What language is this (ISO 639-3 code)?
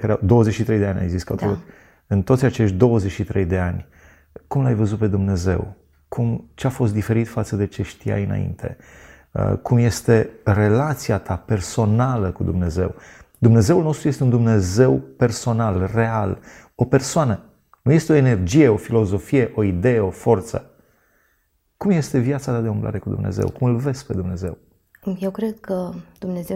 ron